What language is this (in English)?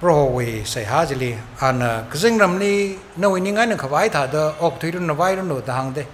Tangkhul Naga (India)